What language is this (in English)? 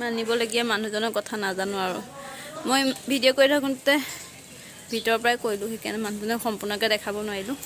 Assamese